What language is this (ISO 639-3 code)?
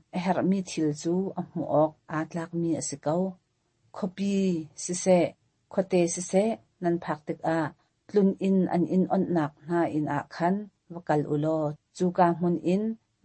cnh